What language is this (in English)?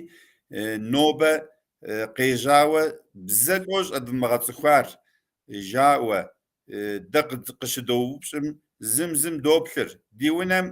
Kabardian